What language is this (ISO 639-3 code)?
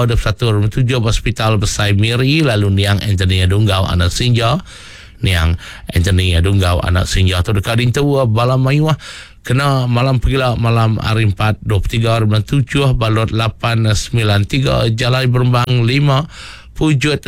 iba